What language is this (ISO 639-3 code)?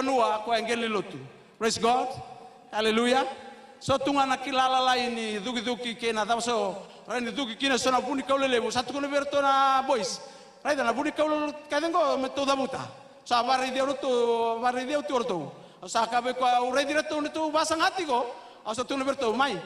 fij